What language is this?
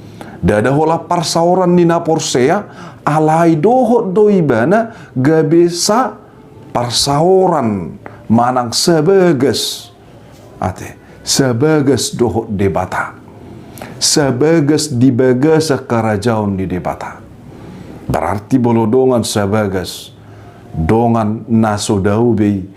Batak Toba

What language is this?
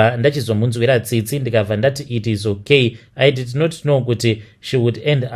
Shona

